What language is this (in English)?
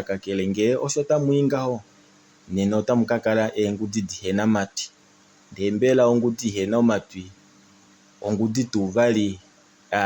Kuanyama